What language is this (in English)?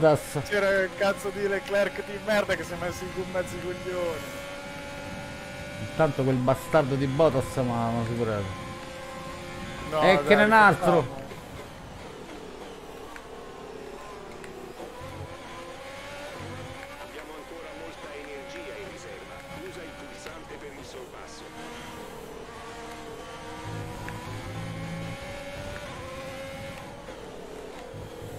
Italian